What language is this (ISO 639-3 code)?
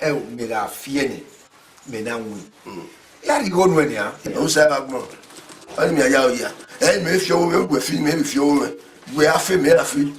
bin